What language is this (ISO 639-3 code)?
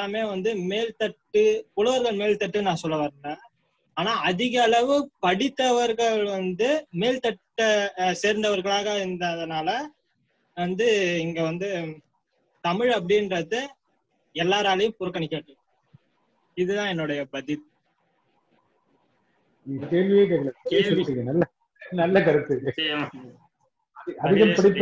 tam